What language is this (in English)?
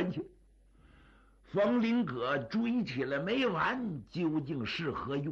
Chinese